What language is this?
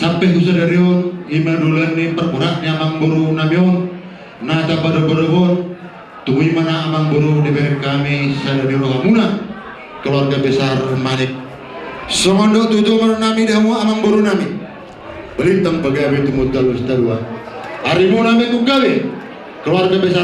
Batak Toba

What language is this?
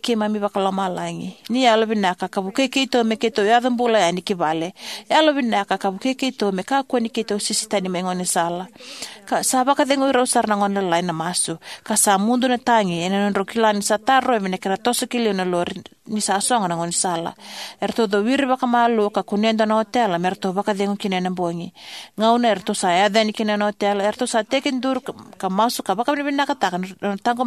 Fijian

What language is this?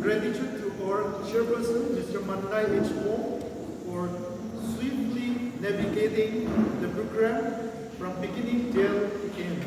Naga Pidgin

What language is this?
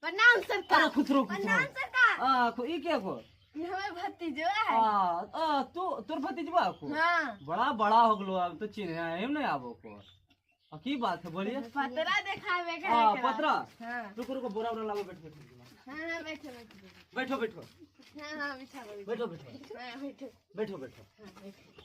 Magahi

